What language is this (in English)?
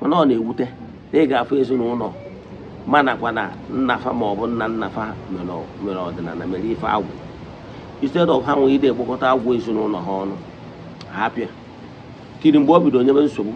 Igbo